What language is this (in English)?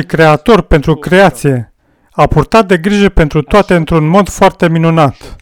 Romanian